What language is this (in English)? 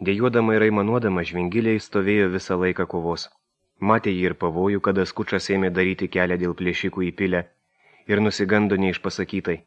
Lithuanian